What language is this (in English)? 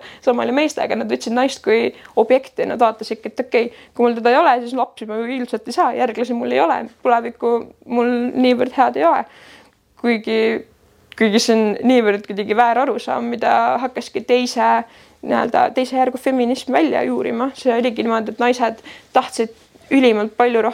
Estonian